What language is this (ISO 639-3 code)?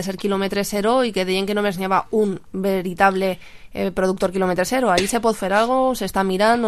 cat